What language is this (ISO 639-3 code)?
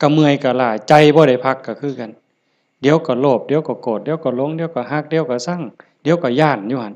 tts